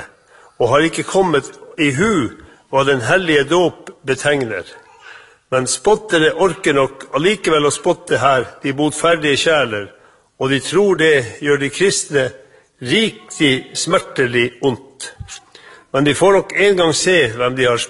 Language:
Norwegian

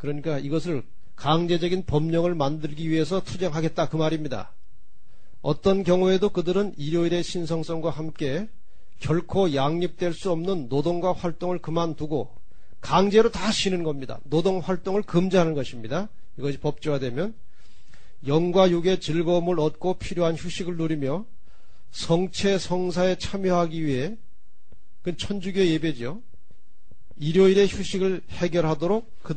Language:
Korean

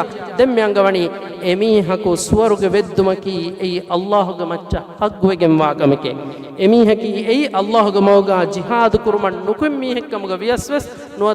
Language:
Divehi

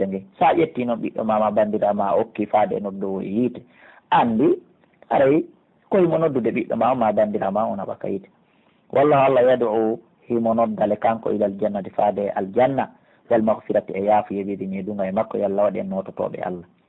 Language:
Pular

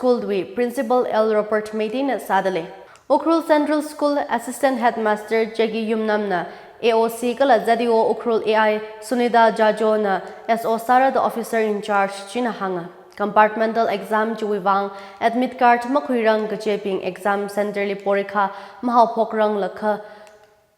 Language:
Tangkhul Naga (India)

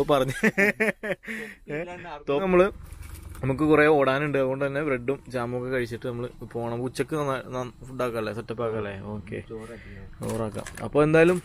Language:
Malayalam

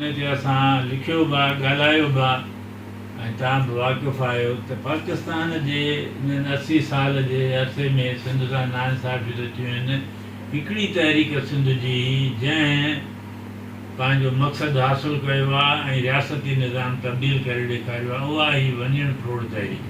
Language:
Sindhi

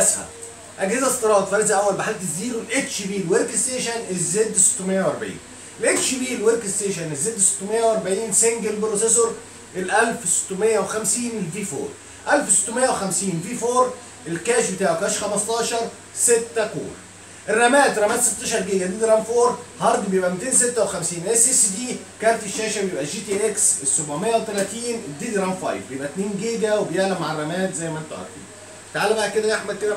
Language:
Egyptian Arabic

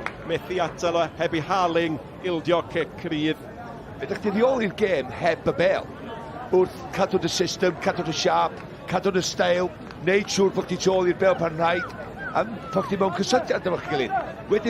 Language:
Welsh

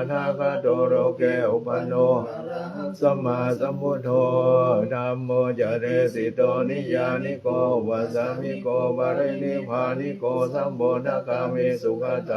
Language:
Pali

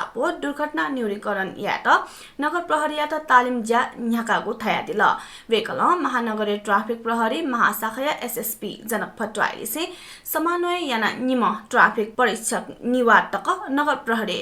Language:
Newari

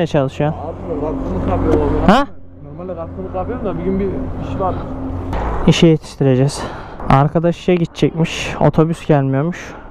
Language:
Turkish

